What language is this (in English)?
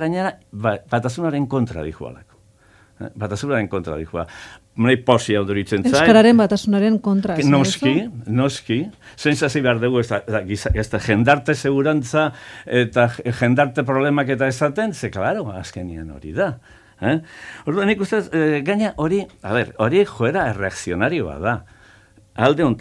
Basque